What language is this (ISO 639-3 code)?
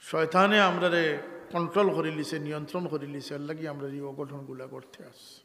syl